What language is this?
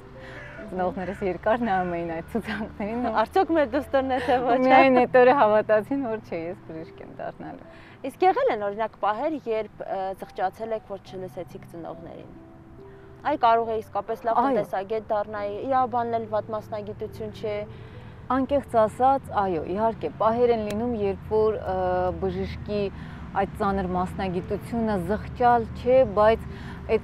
Armenian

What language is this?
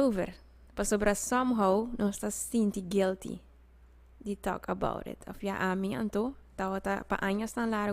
Papiamento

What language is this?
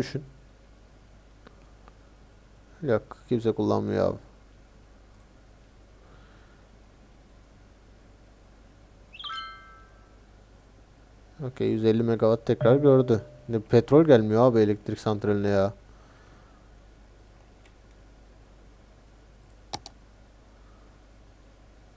Turkish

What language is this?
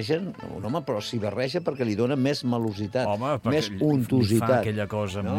Catalan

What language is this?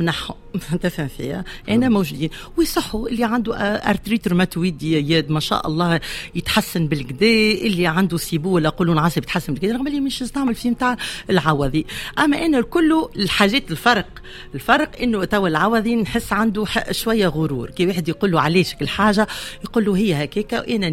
Tunisian Arabic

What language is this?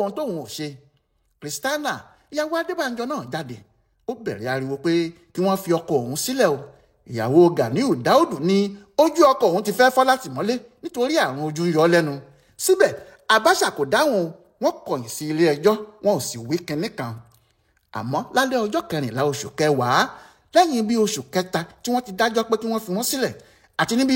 Yoruba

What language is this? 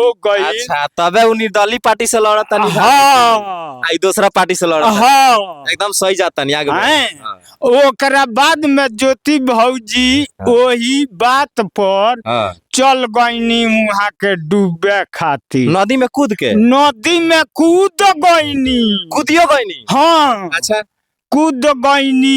Bhojpuri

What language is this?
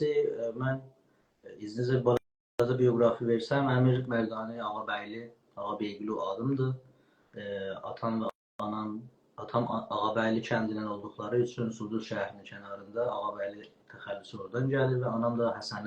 South Azerbaijani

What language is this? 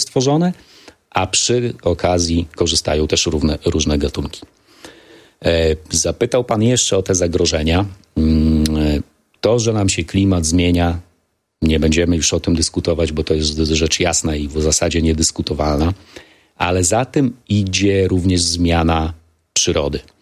Polish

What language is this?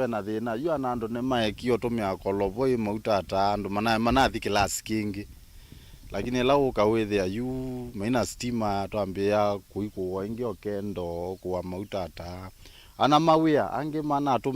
Kamba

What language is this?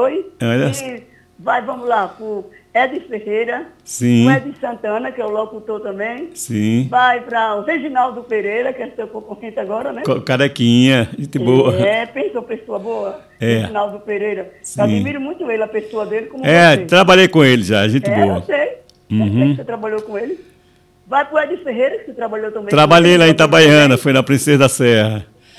Portuguese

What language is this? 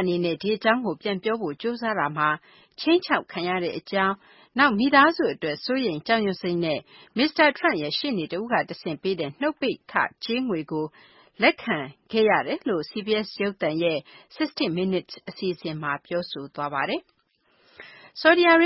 Burmese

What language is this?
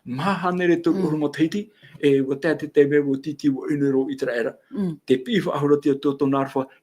Tahitian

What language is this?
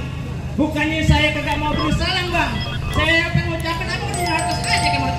Betawi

